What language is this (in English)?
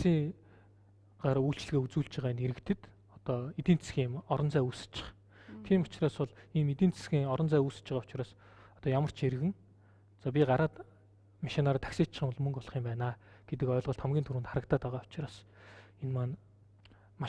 Mongolian